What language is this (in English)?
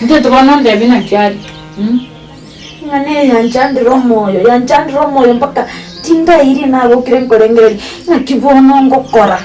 Gusii